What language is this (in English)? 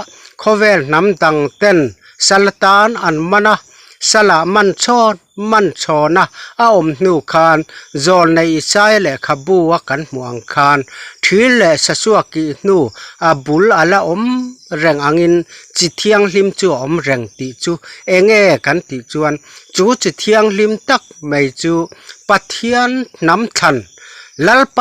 Mizo